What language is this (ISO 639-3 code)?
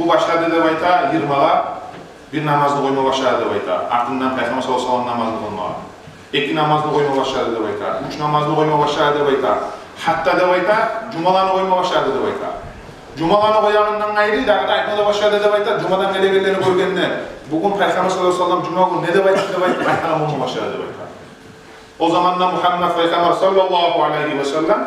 kum